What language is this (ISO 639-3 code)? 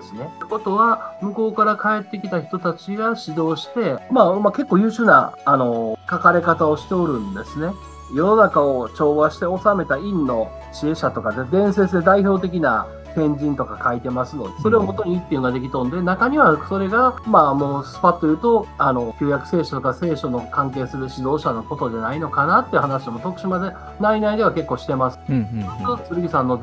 jpn